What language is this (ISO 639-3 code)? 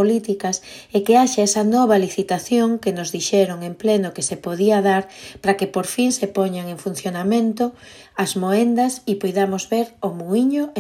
glg